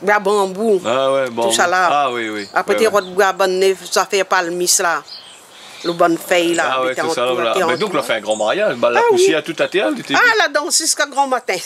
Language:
Réunion Creole French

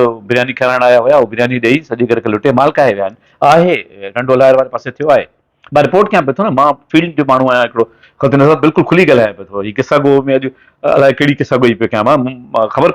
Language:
Sindhi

